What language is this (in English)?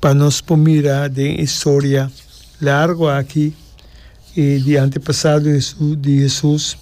Papiamento